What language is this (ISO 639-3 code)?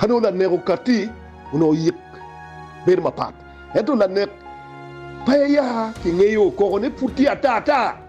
ach